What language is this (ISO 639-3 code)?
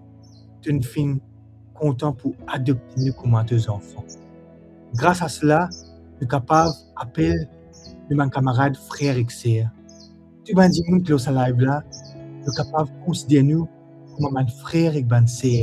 mfe